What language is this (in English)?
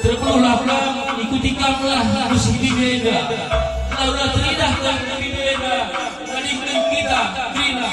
Batak Karo